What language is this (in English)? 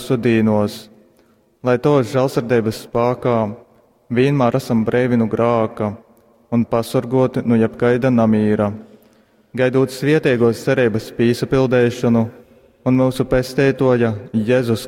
Latgalian